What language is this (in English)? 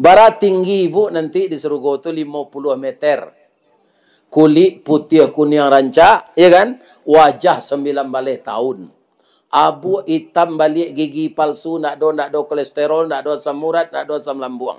Minangkabau